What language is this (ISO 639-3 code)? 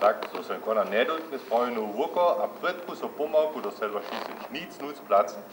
hsb